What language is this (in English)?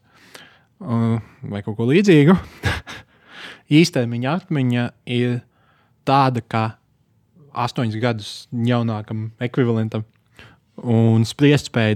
Latvian